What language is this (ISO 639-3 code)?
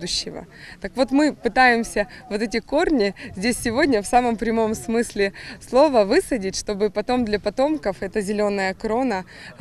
crh